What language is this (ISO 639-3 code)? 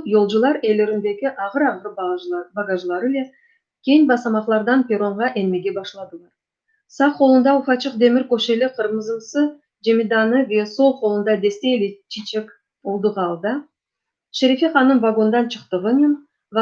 crh